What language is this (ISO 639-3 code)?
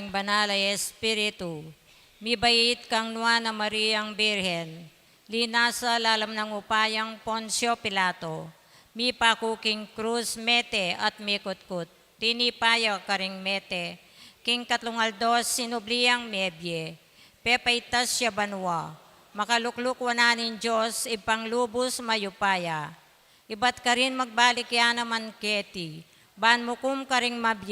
pam